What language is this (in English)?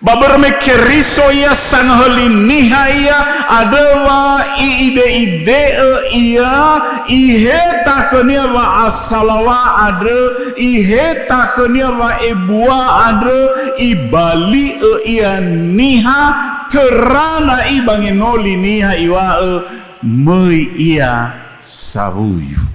Nias